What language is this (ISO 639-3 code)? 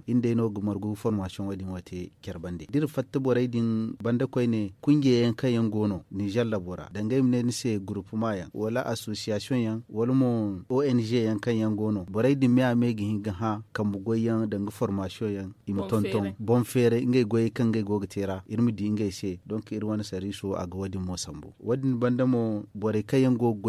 dje